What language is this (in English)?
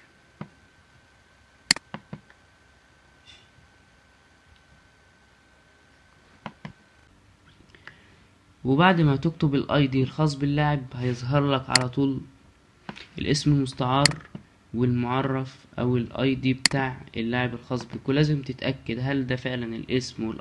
Egyptian Arabic